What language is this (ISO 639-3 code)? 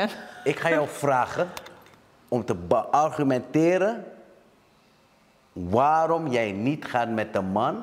nld